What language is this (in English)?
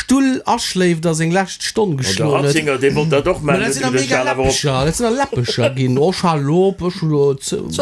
Luxembourgish